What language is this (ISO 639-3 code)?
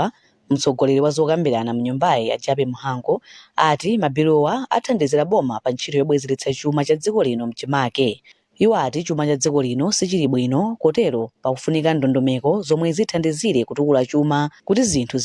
nya